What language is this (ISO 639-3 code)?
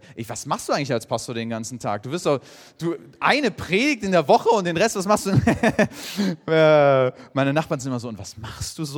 deu